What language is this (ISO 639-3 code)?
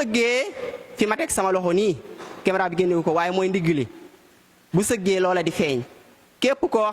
wol